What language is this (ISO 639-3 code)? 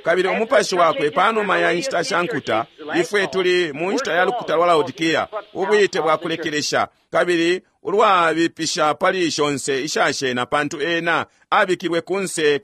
bem